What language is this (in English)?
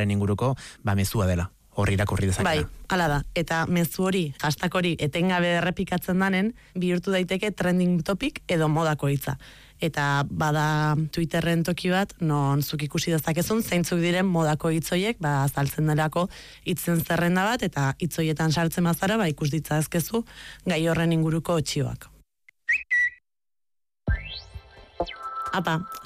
Basque